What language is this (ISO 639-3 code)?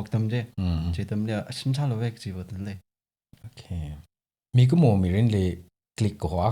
nmf